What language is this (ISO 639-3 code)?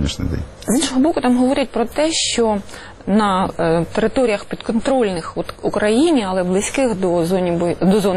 ukr